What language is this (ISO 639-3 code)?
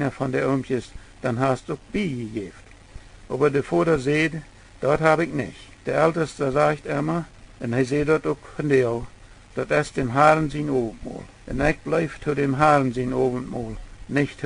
pdt